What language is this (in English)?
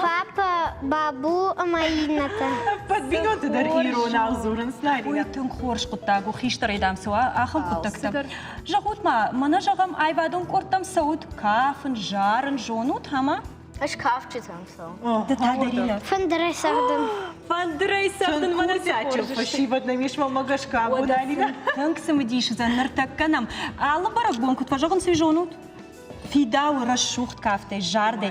Ossetic